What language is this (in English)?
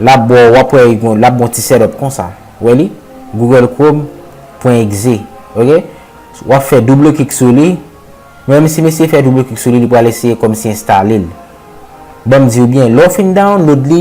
Haitian Creole